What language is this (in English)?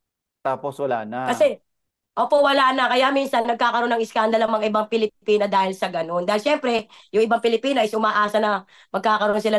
Filipino